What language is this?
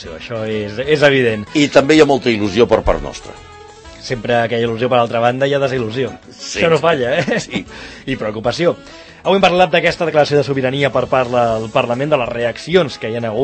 Catalan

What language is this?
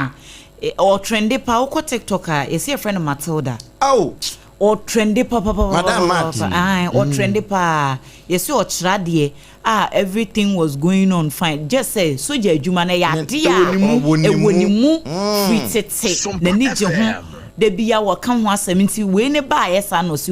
Akan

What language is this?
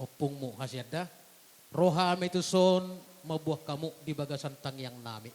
Batak Toba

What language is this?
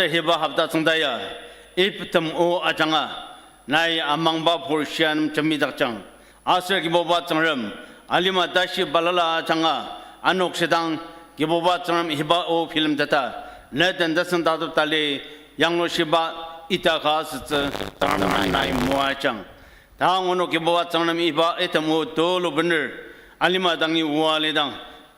Ao Naga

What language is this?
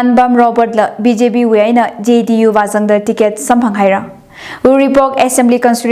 Tangkhul Naga (India)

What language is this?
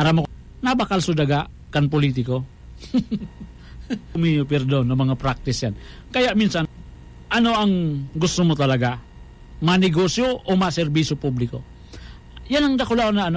Bikol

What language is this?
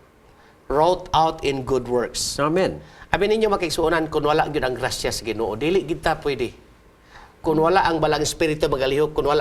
Cebuano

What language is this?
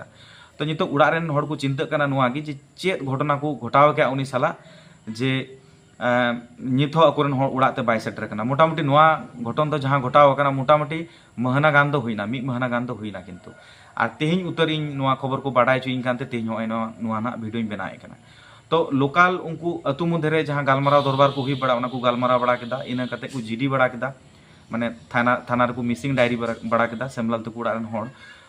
Santali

